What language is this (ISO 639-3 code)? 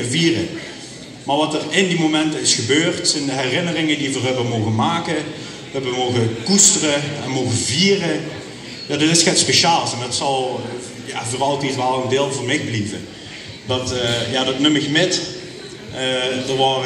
lim